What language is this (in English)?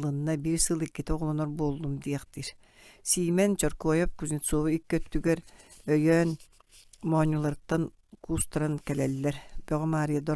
Yakut